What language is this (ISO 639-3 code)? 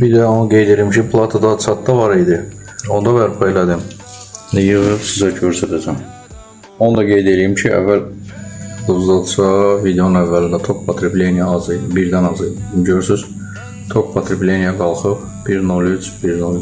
aze